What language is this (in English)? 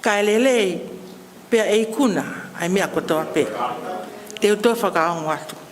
Tongan